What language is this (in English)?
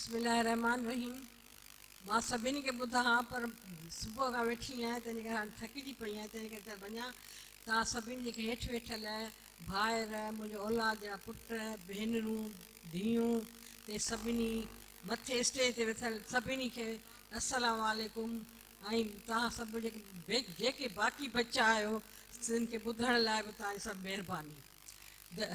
Sindhi